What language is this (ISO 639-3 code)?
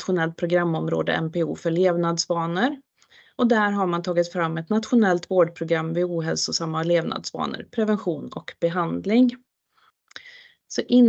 swe